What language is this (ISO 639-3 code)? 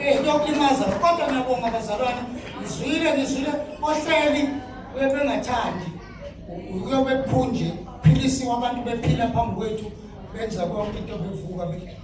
zul